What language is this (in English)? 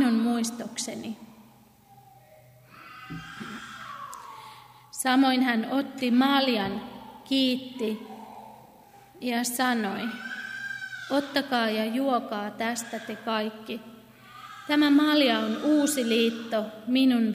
Finnish